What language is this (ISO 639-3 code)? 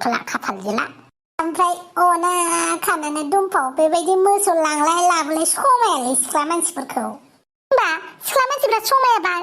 brx